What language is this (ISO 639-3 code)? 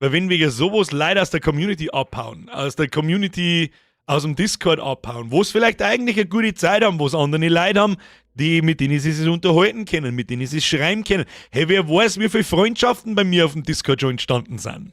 bar